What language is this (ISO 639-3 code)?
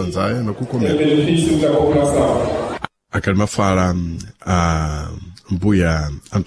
seh